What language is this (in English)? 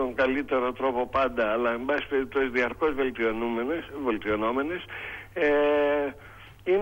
Greek